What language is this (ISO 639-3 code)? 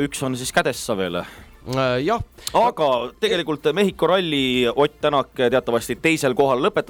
est